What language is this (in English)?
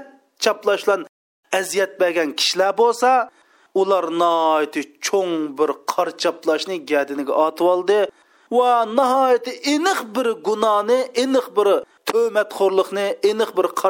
Uyghur